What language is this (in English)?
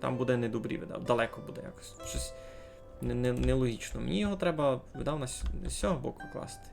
Rusyn